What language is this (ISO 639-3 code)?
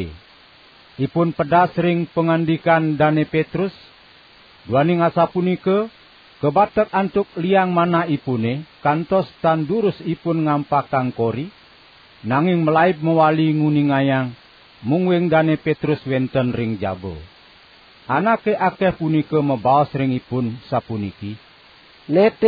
ban